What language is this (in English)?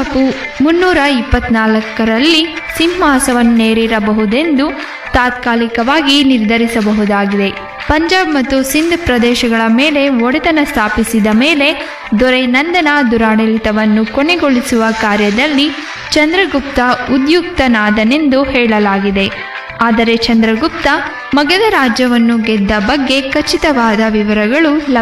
Kannada